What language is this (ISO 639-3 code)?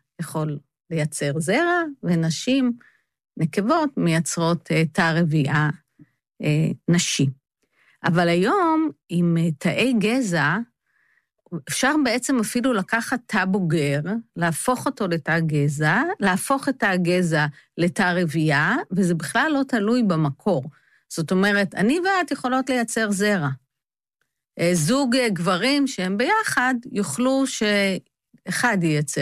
heb